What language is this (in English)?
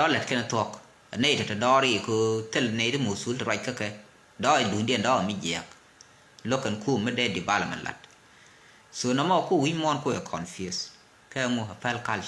Nuer